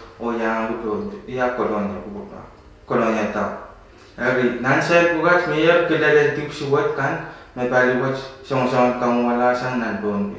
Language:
Pohnpeian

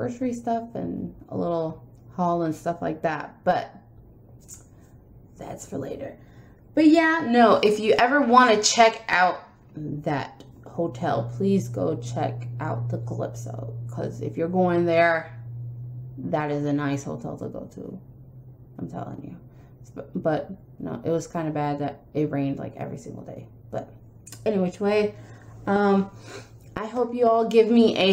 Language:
English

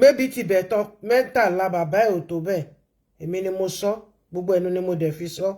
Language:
Yoruba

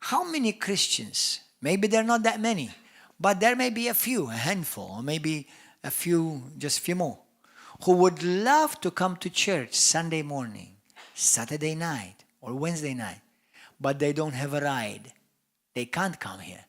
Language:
English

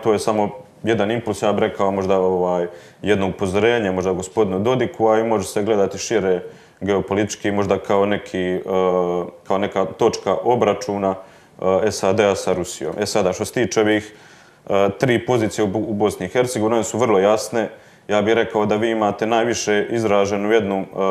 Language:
Croatian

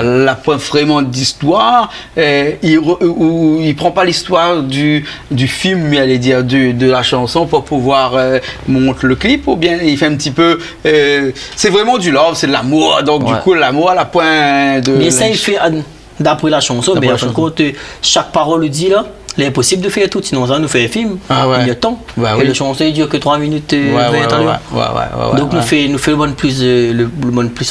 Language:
Réunion Creole French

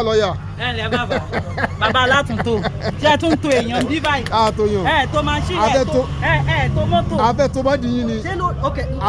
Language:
Yoruba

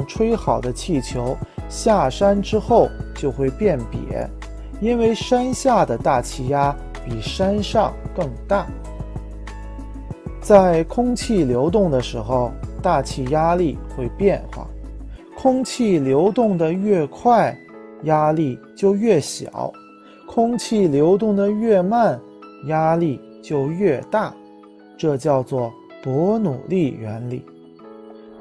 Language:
Chinese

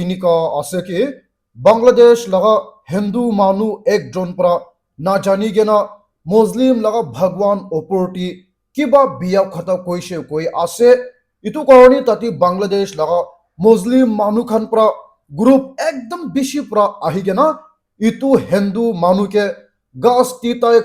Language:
Naga Pidgin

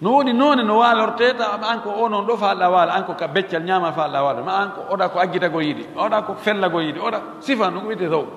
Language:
Pular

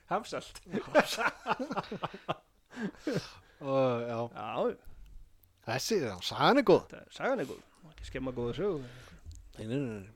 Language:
Icelandic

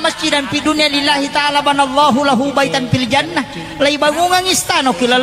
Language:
Buginese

